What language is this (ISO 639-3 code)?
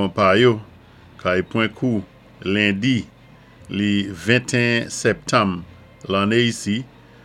acf